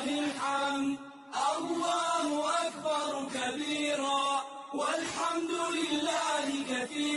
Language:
Arabic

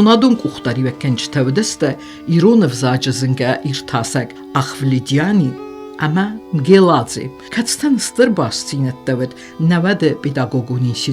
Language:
Ossetic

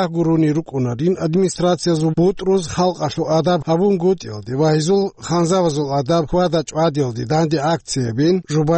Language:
Avaric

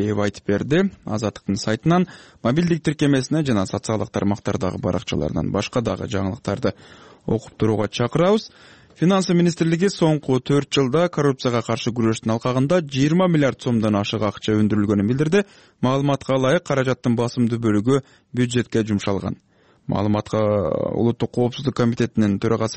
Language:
Kyrgyz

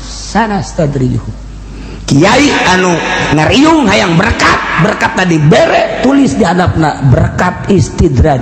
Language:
Sundanese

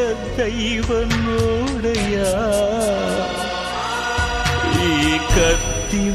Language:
Kannada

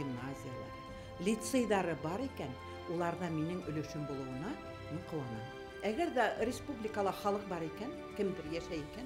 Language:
Bashkir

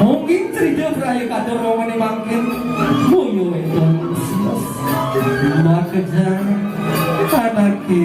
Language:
Balinese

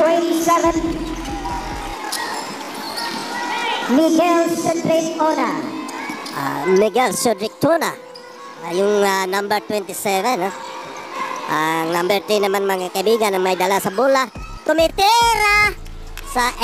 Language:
Filipino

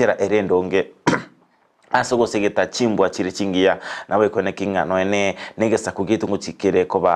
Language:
Gusii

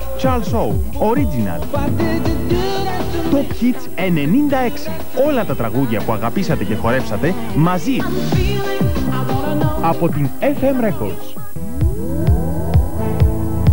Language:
Greek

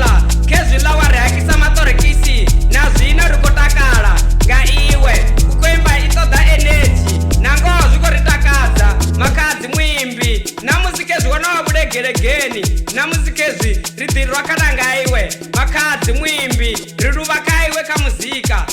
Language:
Venda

